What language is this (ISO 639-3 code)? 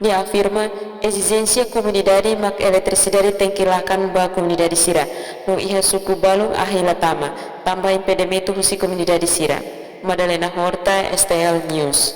tet